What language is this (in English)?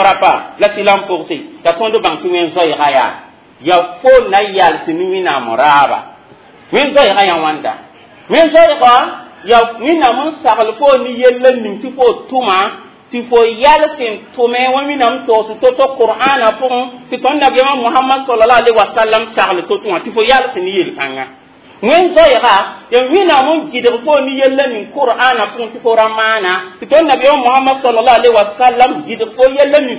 Mossi